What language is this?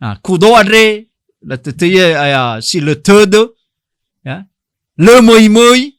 Nias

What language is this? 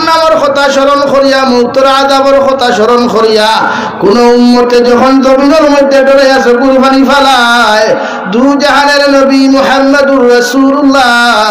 Sylheti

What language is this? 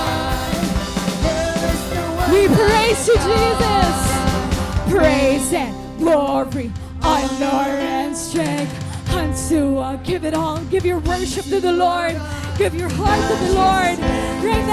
Waray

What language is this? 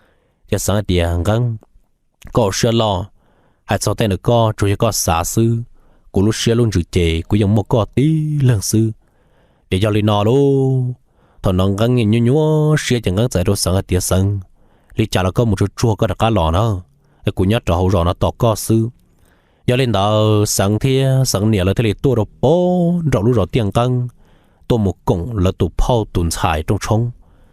Hmong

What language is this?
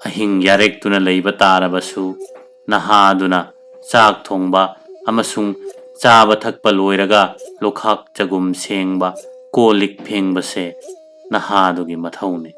Manipuri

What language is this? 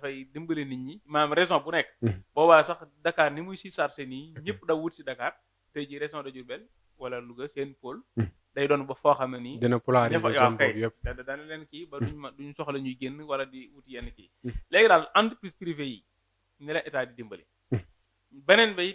Wolof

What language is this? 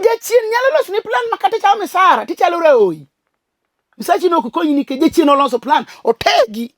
Luo (Kenya and Tanzania)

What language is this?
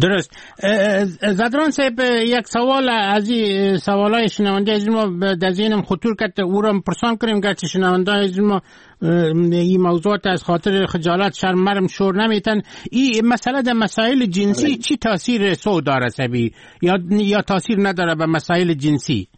Persian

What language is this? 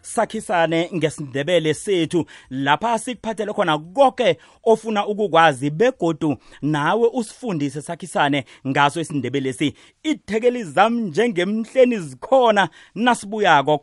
South Ndebele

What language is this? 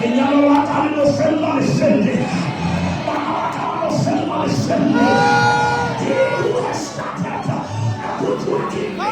Southern Sotho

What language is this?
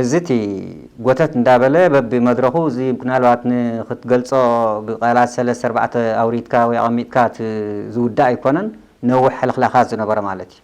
Tigrinya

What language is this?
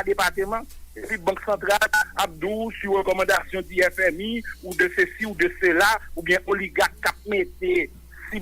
Haitian Creole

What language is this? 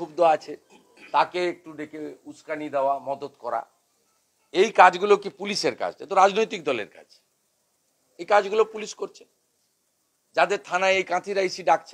Bangla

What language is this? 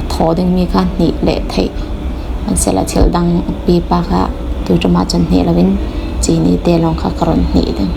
Falam Chin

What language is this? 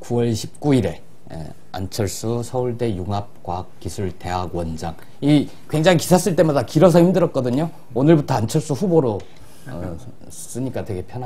Korean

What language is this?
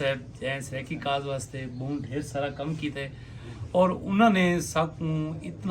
Saraiki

